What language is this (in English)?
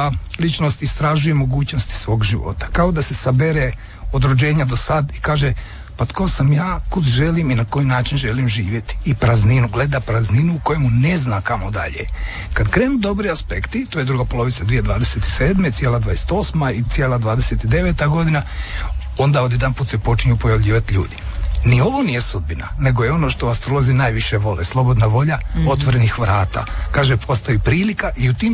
Croatian